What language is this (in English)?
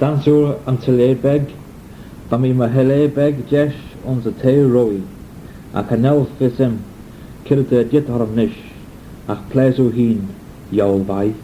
Manx